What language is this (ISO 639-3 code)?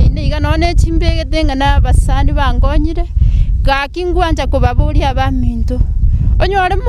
guz